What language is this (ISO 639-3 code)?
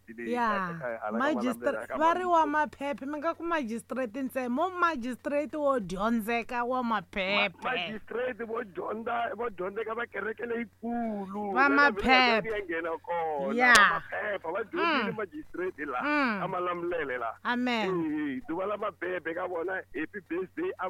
tso